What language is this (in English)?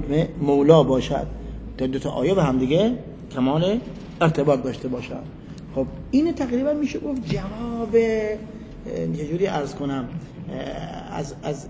Persian